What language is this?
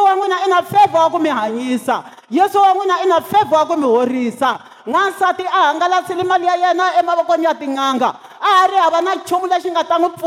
Tsonga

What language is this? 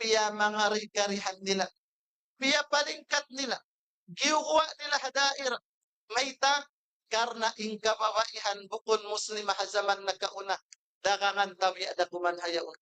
Tausug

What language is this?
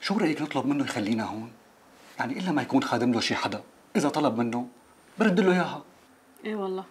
North Levantine Arabic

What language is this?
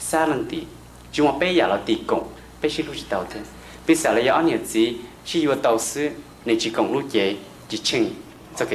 Hmong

